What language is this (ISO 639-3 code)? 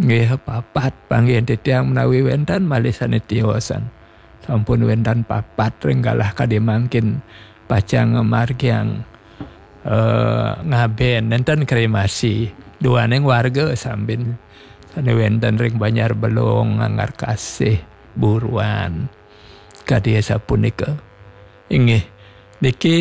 ban